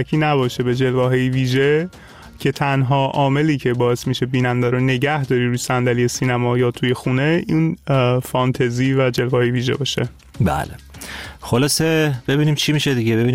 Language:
Persian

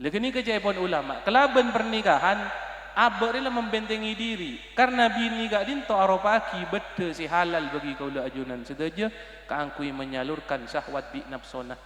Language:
Madurese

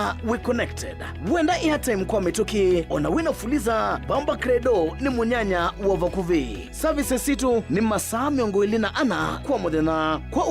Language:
Kamba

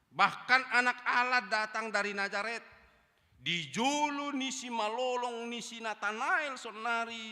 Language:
Batak Toba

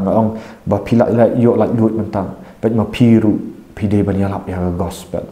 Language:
Khasi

